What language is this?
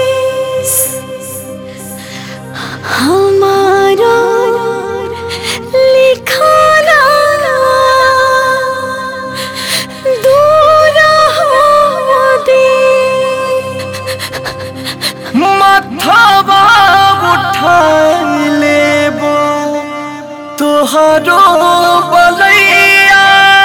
Bhojpuri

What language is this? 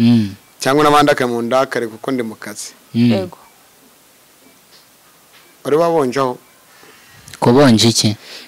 Kinyarwanda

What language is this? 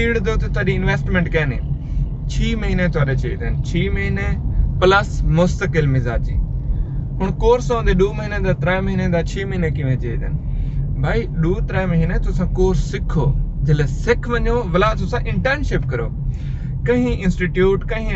Saraiki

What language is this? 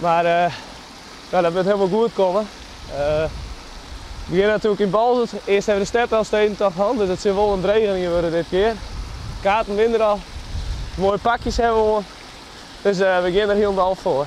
Western Frisian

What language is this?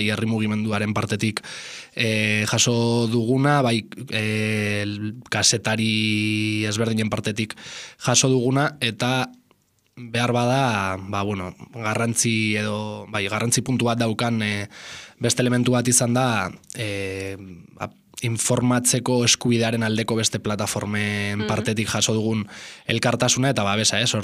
Basque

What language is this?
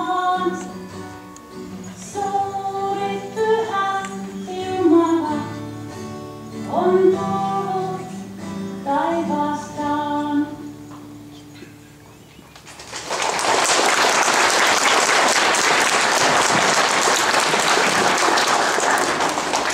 Finnish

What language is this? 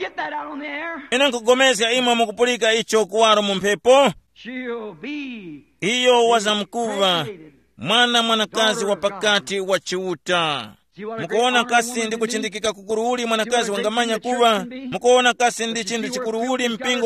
Tumbuka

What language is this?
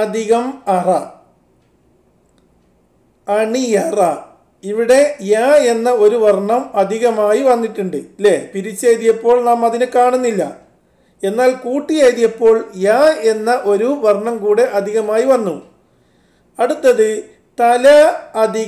Malayalam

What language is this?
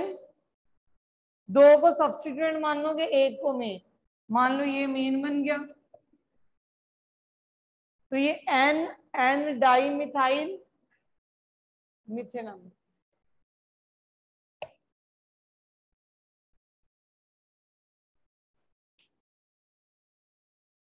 Hindi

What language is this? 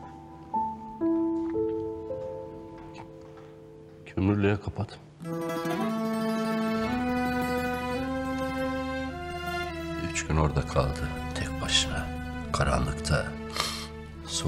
Turkish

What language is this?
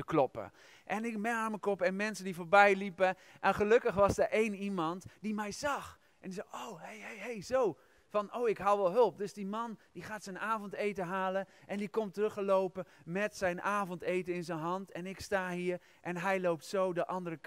Dutch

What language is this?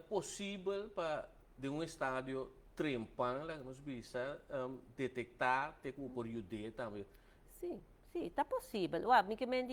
Papiamento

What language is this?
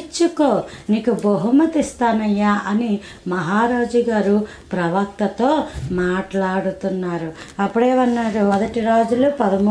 Telugu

